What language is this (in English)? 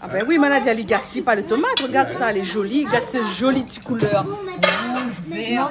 Réunion Creole French